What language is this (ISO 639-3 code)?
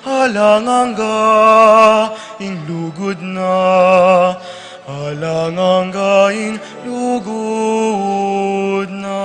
pam